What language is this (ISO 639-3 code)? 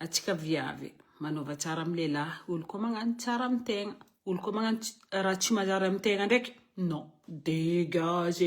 mlg